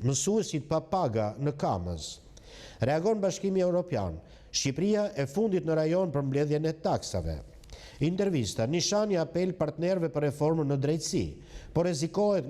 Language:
Albanian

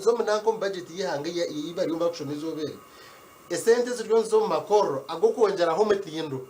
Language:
Nyankole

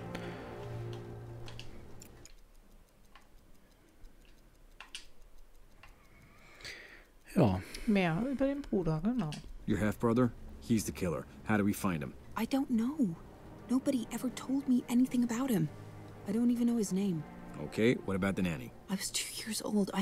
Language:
German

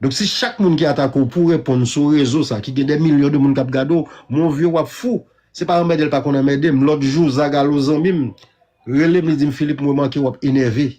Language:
Haitian Creole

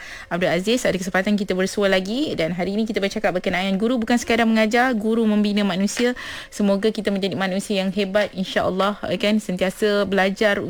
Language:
Malay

